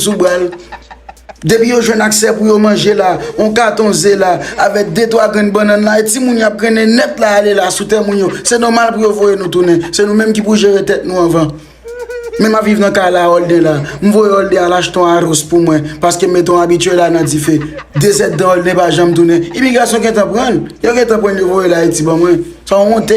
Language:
Haitian Creole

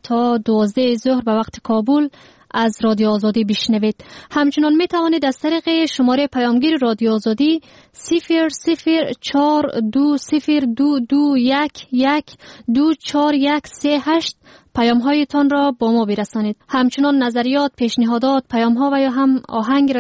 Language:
Persian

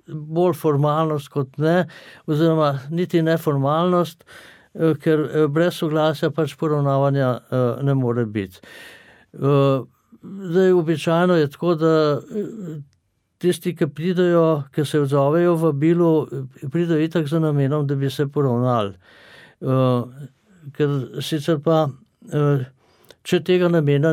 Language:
Slovenian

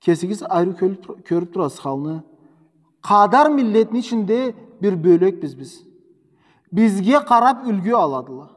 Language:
Karachay-Balkar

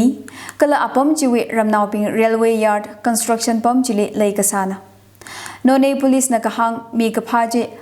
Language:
Tangkhul Naga (India)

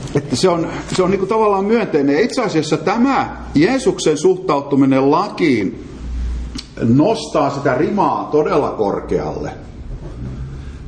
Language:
Finnish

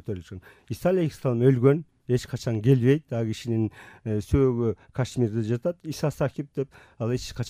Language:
Kyrgyz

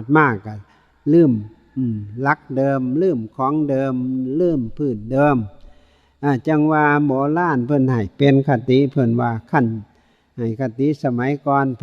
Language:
Northeastern Thai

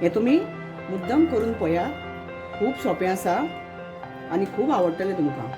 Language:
Konkani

